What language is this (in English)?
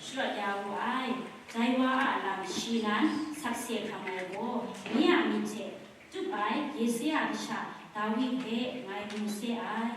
Kachin